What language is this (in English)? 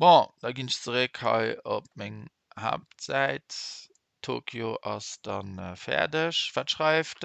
Luxembourgish